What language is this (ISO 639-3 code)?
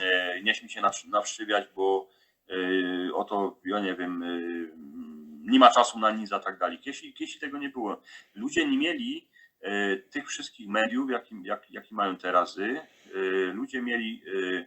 szl